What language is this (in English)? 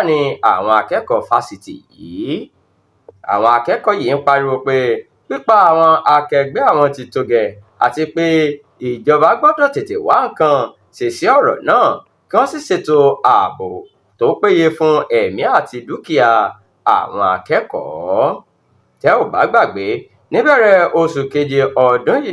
Yoruba